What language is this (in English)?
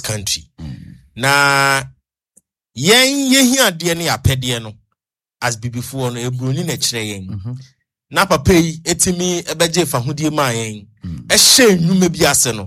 Akan